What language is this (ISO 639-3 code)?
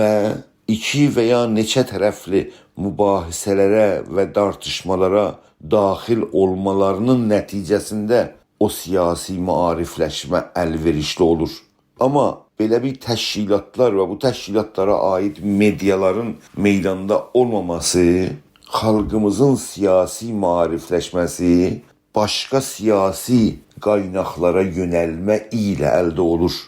azb